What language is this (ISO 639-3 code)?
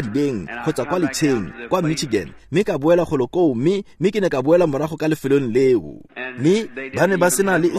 tsn